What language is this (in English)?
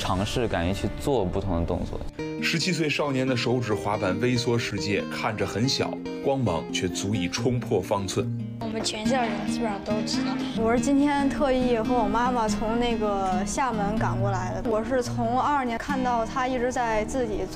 Chinese